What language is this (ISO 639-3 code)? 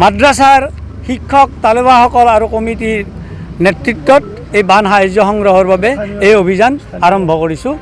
asm